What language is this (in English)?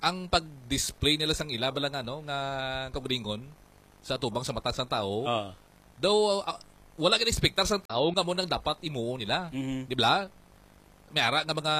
Hiligaynon